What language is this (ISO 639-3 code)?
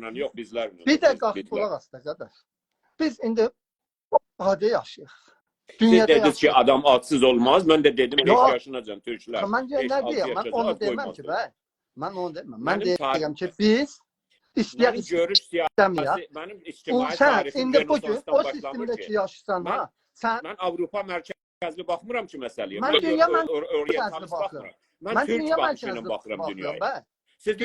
azb